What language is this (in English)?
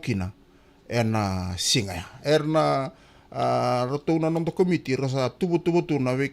Fijian